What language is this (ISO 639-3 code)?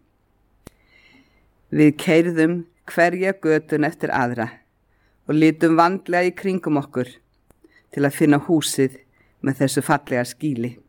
isl